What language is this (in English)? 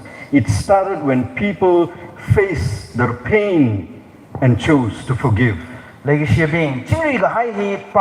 Tangkhul Naga (India)